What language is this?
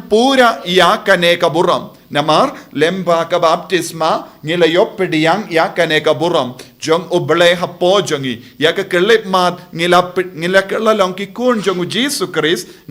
Khasi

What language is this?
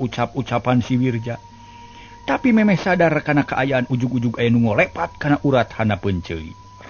Sundanese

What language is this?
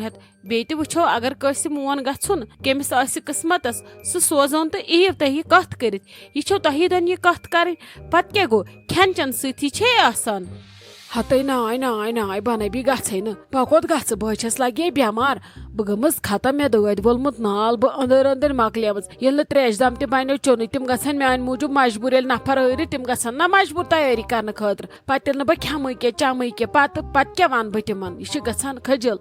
Kashmiri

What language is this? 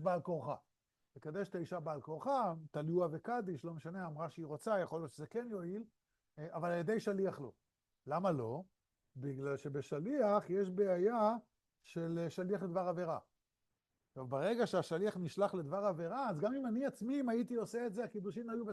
Hebrew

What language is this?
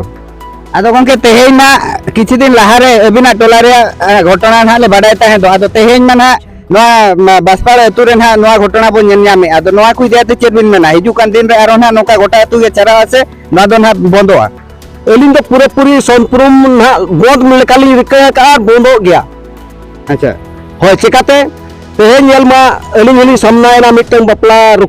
Santali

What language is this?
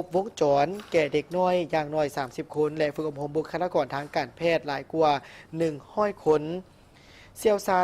Lao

